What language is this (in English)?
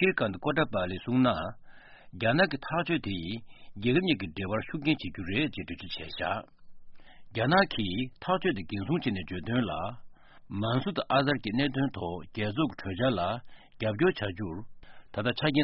Tibetan